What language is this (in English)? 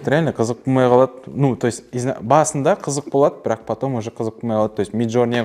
Kara-Kalpak